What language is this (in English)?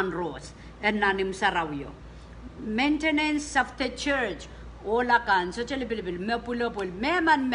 Pohnpeian